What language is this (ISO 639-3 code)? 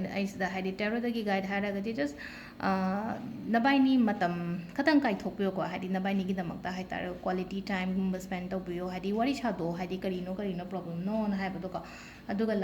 mni